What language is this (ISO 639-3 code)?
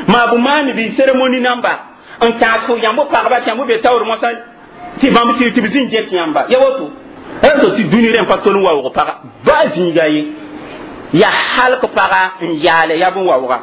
mos